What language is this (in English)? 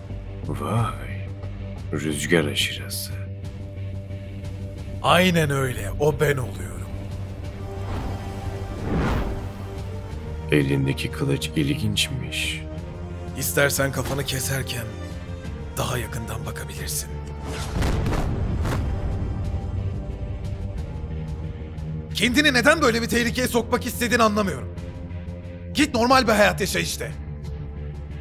Turkish